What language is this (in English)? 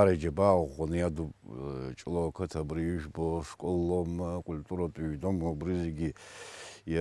Abkhazian